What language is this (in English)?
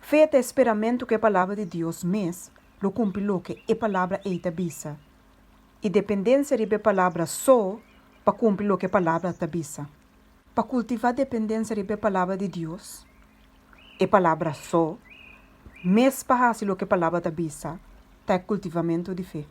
Papiamento